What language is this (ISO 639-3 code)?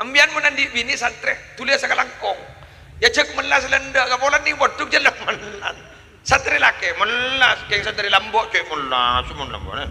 mad